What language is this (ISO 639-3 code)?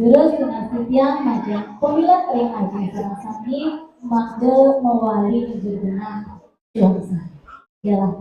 ban